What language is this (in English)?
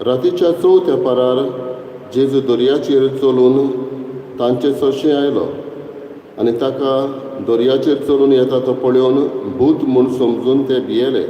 Konkani